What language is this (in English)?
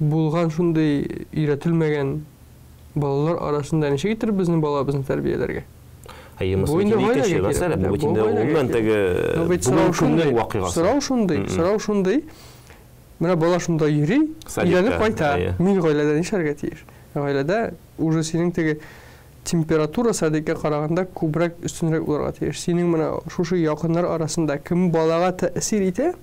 Tatar